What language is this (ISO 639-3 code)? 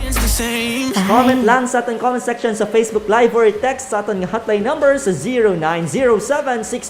hil